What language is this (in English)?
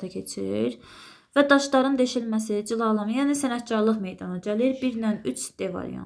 Azerbaijani